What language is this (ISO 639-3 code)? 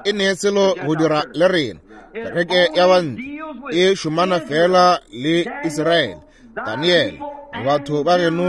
nso